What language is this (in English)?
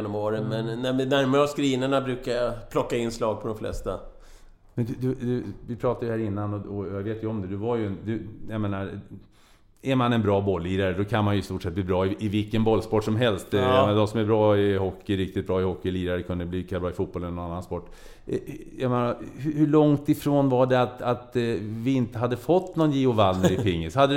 Swedish